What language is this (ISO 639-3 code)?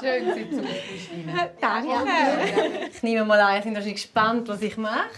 gsw